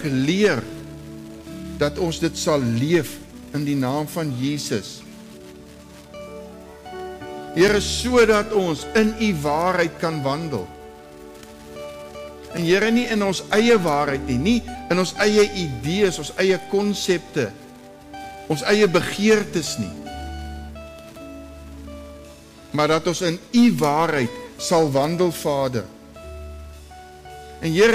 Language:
Afrikaans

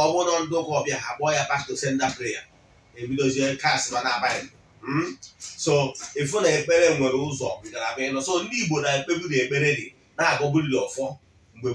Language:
Igbo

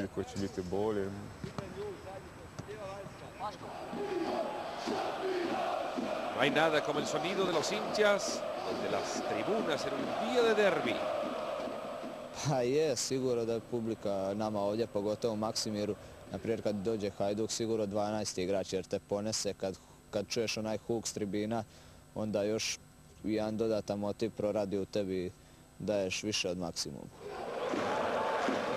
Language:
Croatian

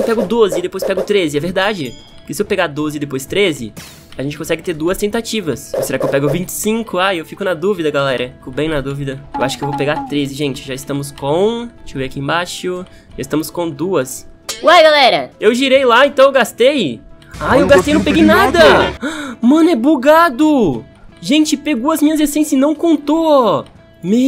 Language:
Portuguese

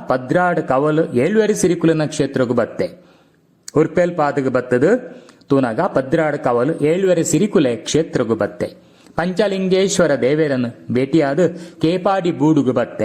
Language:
Tulu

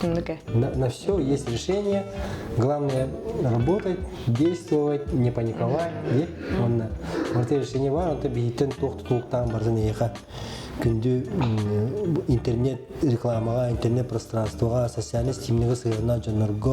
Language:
Yakut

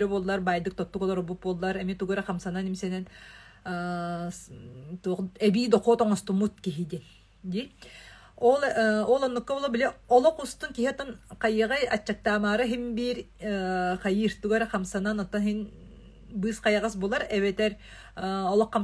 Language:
Yakut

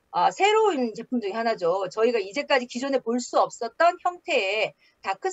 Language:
Korean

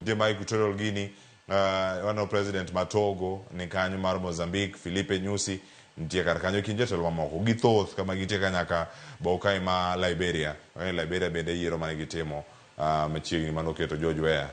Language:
Luo (Kenya and Tanzania)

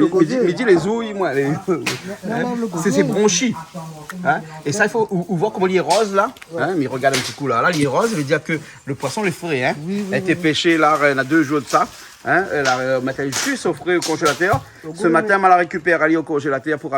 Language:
Réunion Creole French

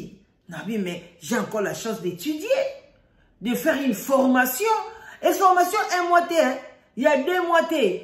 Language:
Lingala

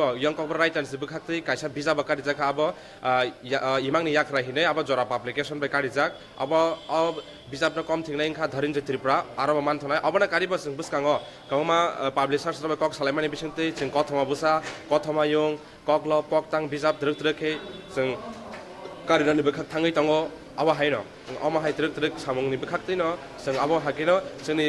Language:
Kok Borok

